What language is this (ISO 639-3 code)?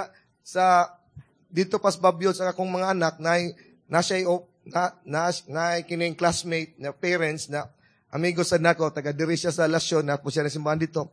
ceb